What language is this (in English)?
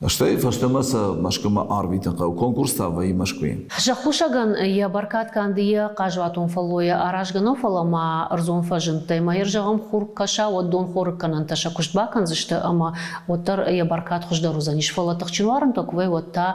Ossetic